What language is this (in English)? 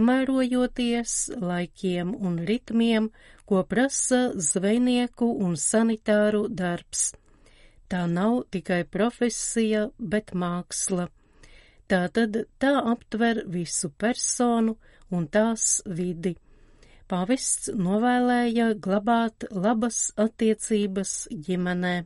Latvian